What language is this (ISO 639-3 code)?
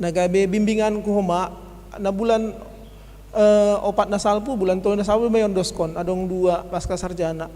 bts